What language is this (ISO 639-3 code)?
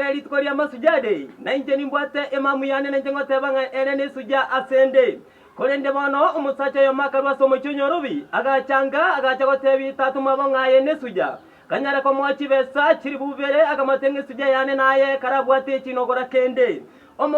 guz